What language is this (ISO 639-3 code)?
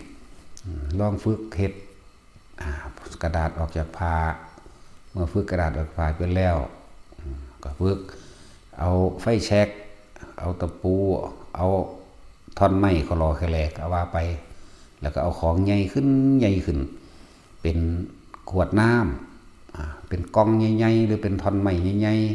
lao